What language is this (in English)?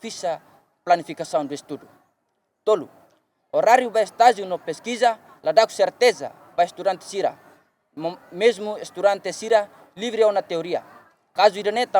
Tetum